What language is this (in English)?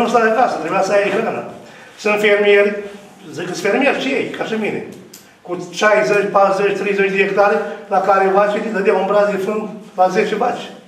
Romanian